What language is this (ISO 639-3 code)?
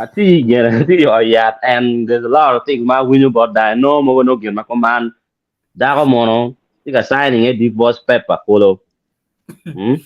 ach